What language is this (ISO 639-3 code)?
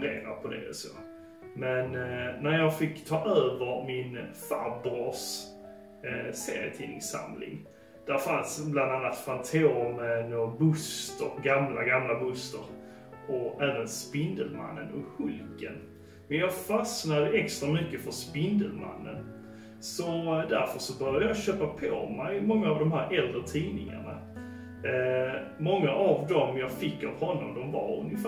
swe